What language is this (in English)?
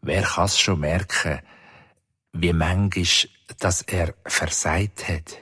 Swiss German